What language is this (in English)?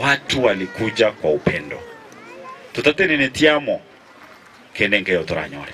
Gusii